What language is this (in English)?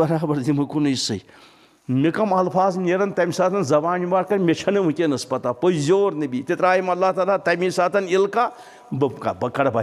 Kashmiri